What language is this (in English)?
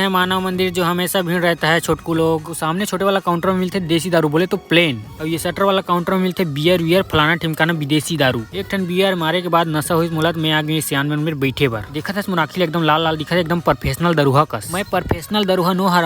Chhattisgarhi